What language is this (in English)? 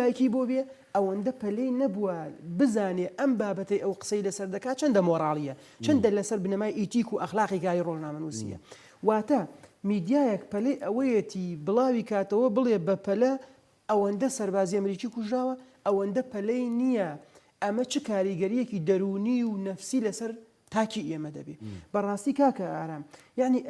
Central Kurdish